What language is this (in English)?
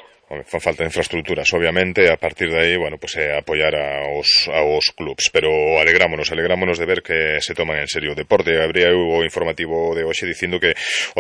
Galician